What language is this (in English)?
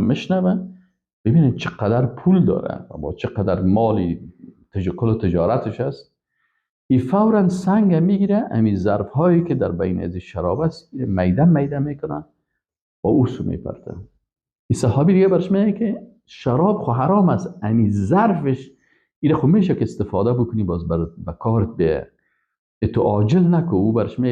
Persian